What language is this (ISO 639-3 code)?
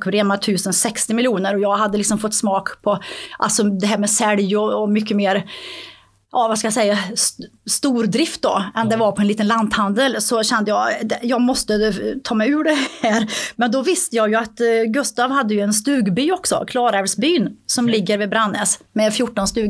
swe